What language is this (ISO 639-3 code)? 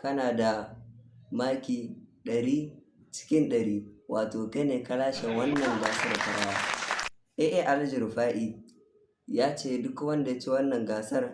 hau